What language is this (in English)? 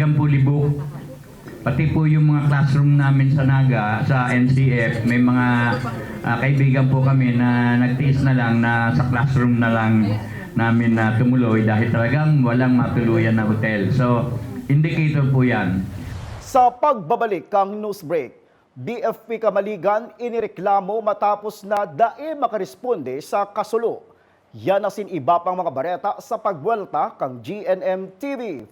Bikol